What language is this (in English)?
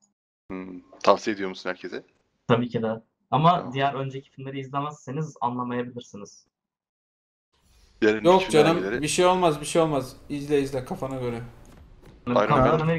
Turkish